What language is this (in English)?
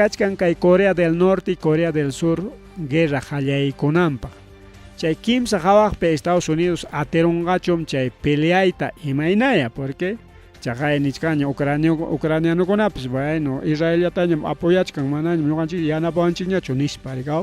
Ayacucho Quechua